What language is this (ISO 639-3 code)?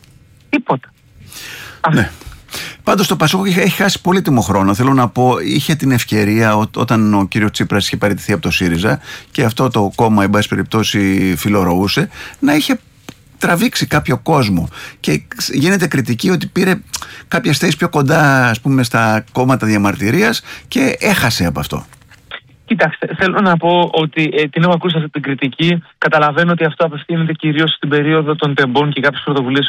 ell